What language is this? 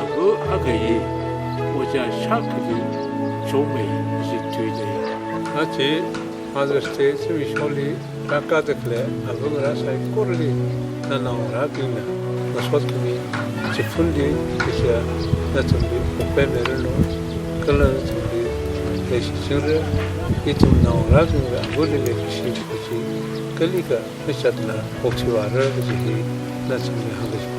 Tangkhul Naga (India)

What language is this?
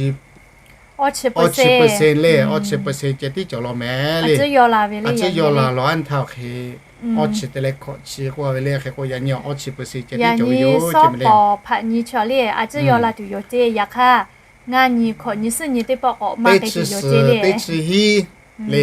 Lahu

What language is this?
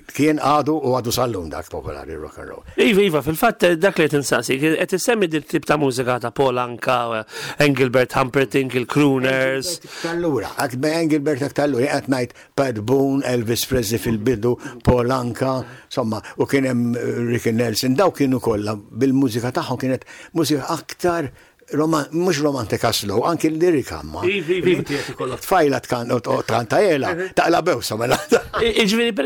Maltese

